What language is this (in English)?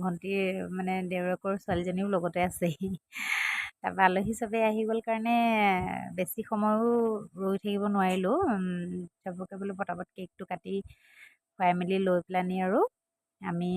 Assamese